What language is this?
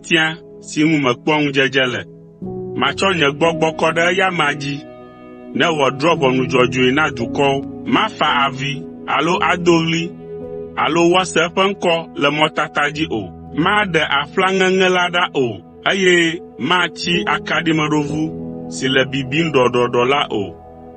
Ewe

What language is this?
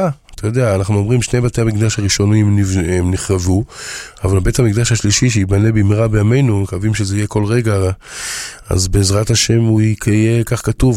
Hebrew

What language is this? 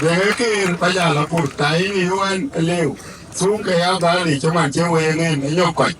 Dinka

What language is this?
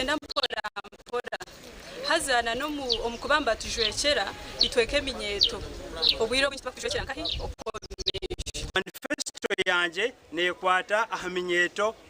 Nyankole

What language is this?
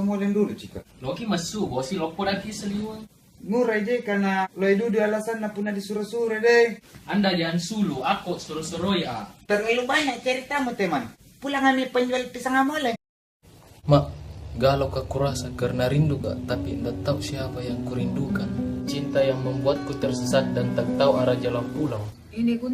Makassar Malay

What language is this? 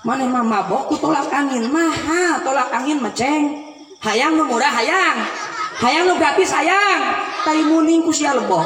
Sundanese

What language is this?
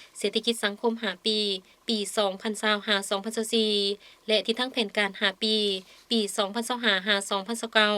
Lao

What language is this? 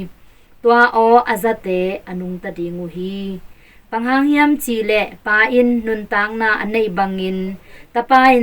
Tedim Chin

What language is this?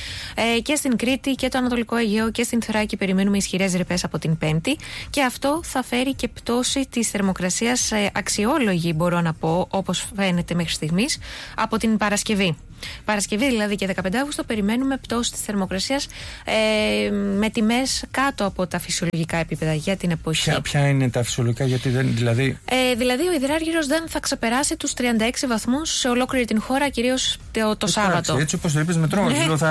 Greek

